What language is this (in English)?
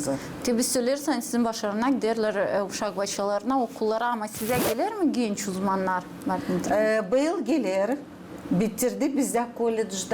Gagauz